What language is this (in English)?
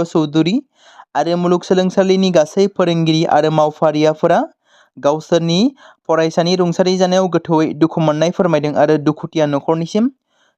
Bodo